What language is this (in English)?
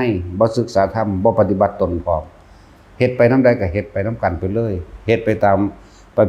Northeastern Thai